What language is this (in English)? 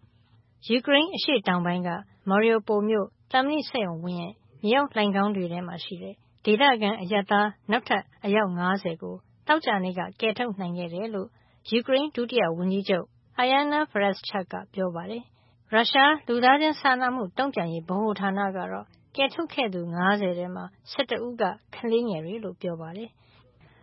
Burmese